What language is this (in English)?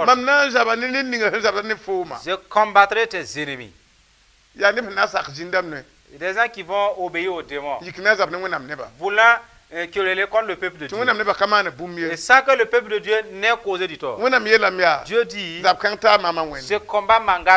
Mossi